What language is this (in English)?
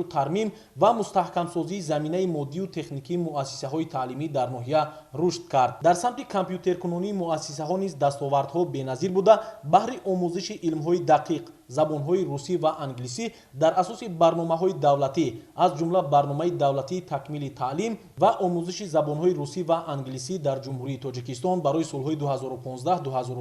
Tajik